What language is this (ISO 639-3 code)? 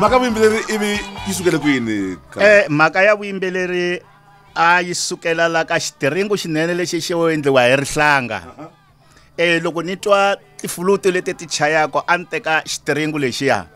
tso